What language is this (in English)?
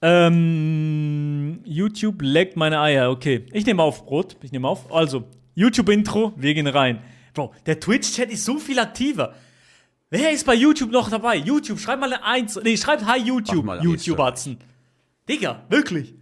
Swiss German